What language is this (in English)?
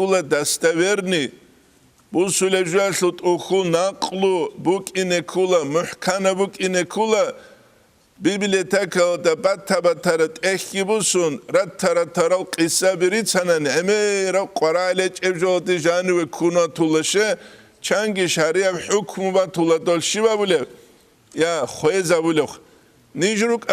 Avaric